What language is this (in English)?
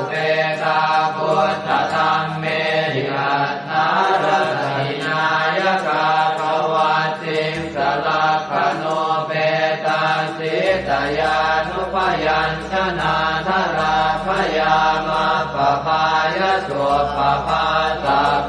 Pali